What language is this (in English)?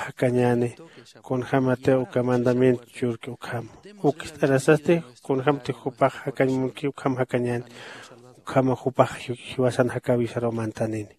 Aymara